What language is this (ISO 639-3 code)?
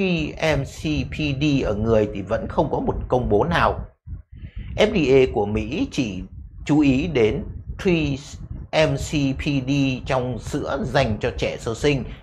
vie